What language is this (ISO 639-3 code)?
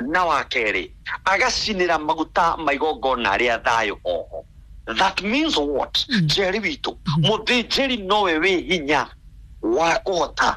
kik